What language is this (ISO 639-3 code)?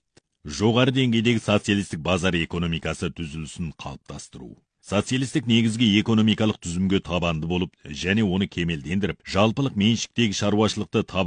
kaz